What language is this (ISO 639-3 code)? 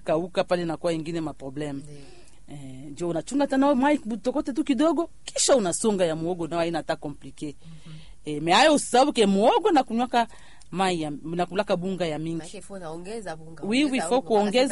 swa